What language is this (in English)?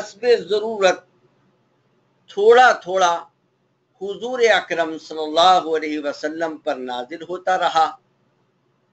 Urdu